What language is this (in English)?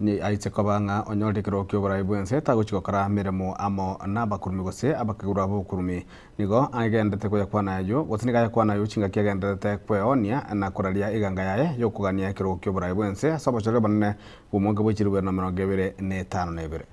Gusii